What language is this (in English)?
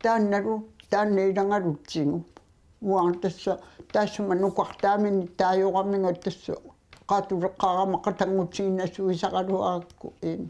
Kalaallisut